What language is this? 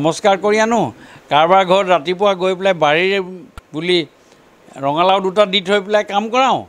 Assamese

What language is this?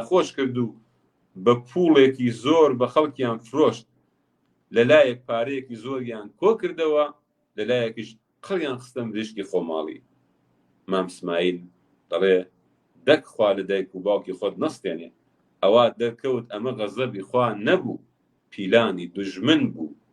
Central Kurdish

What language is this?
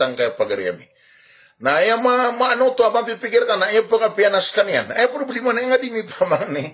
Maranao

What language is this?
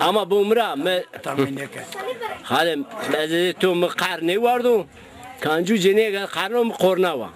Zaza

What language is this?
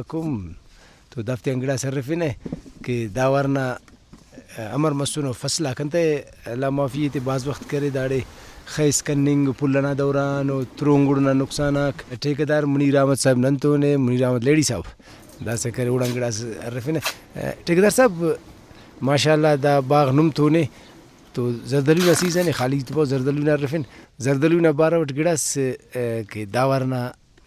Brahui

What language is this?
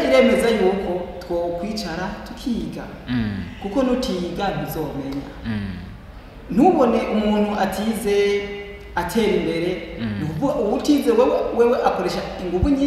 Rundi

